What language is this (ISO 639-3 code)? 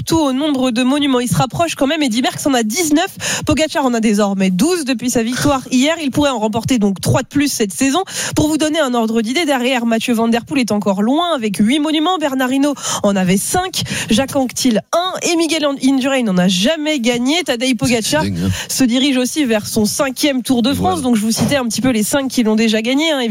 fra